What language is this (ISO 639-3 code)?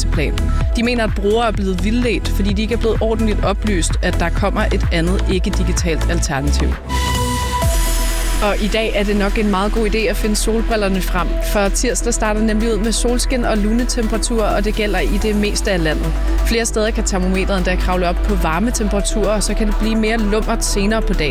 dan